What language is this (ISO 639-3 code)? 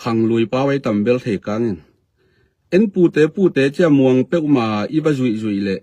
ctd